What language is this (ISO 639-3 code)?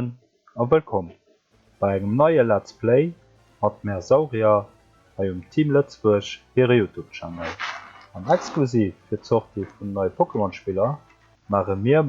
ltz